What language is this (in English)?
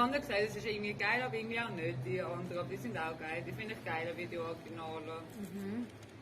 Swiss German